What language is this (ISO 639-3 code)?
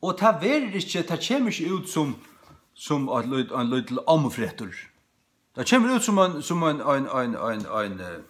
fao